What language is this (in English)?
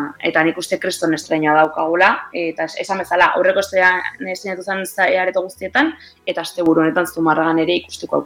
Basque